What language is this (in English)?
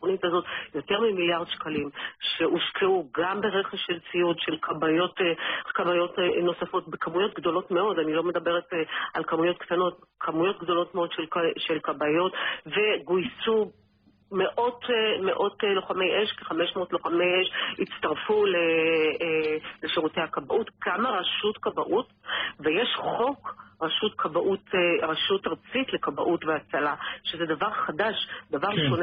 Hebrew